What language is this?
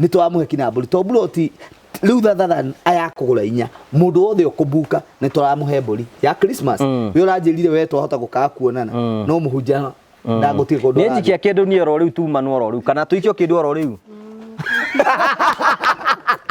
Kikuyu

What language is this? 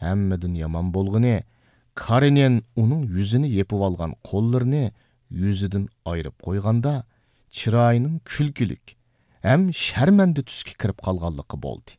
Uyghur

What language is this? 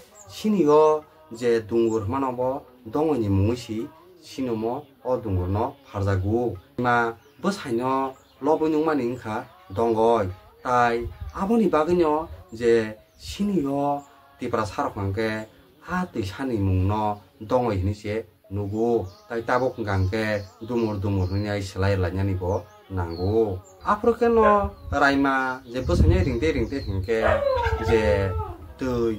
Kok Borok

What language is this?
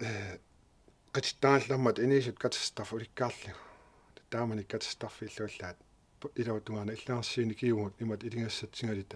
Kalaallisut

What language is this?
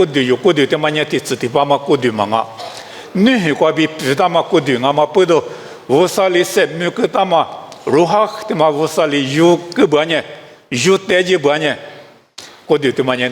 Lisu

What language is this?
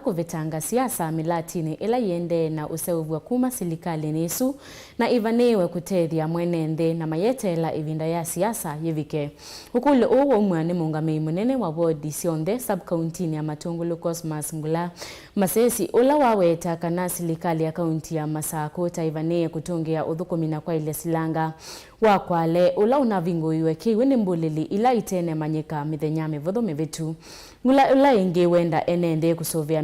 Kamba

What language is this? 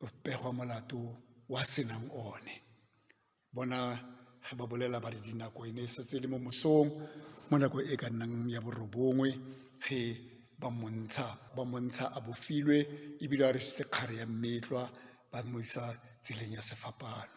Northern Sotho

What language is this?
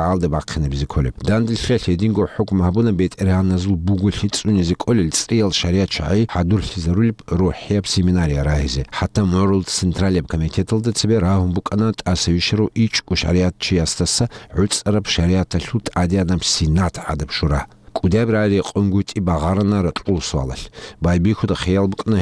Avaric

